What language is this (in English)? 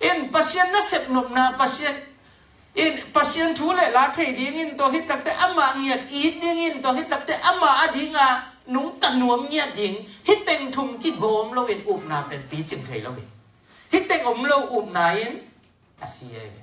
Tedim Chin